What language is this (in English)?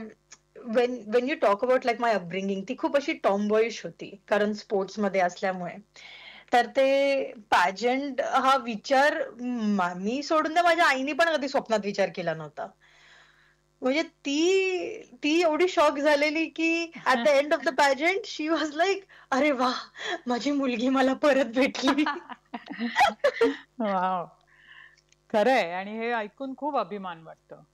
Marathi